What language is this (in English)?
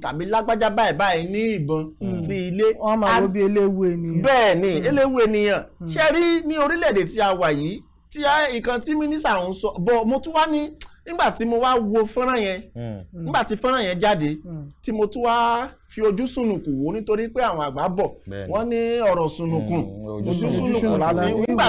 Yoruba